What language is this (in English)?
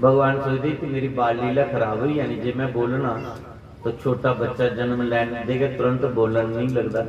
Dogri